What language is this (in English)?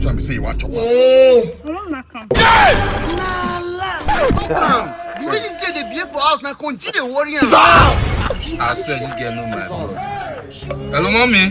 Nigerian Pidgin